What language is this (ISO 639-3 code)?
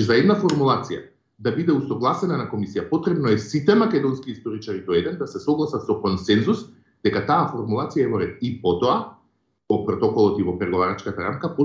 mkd